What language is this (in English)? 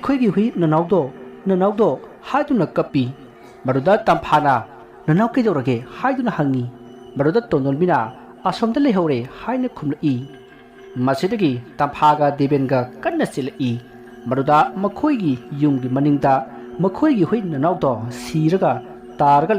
Manipuri